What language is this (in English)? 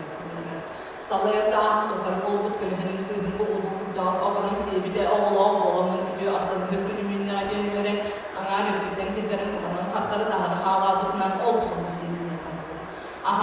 Yakut